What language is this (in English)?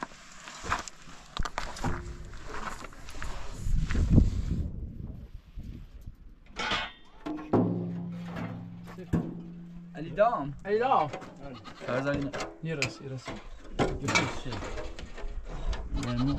Persian